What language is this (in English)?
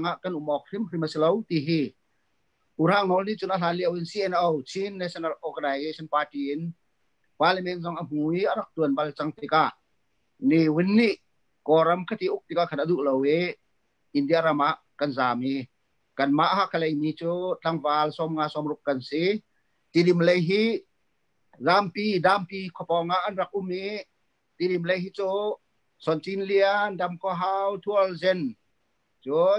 Hakha Chin